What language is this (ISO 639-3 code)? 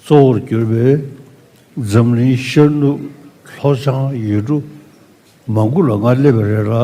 bod